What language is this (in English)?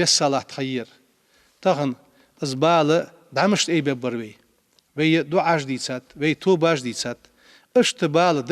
Ingush